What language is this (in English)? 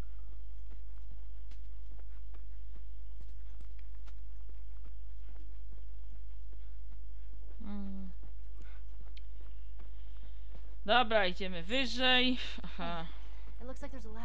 Polish